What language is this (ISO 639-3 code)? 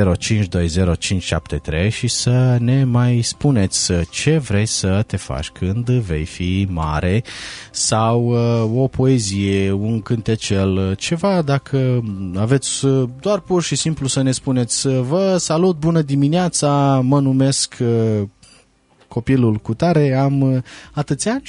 ron